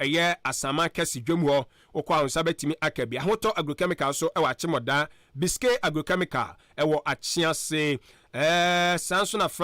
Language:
Akan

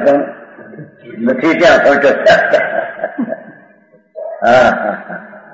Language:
Gujarati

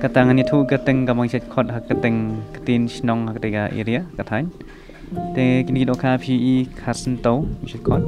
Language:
Khasi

